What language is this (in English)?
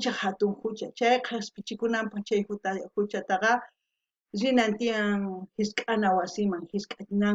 South Bolivian Quechua